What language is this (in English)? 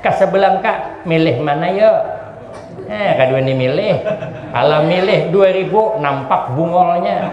Banjar